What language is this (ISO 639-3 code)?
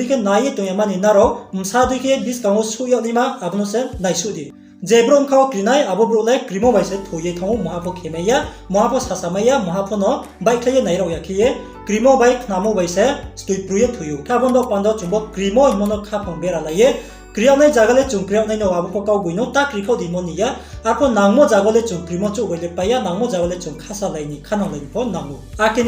ria